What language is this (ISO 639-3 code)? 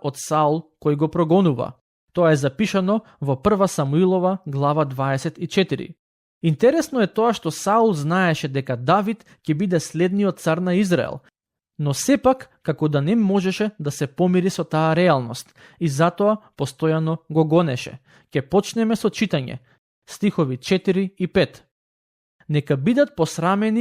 mkd